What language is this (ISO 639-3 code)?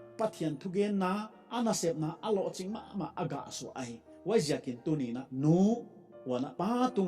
pck